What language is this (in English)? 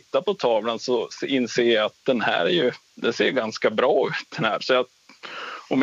Swedish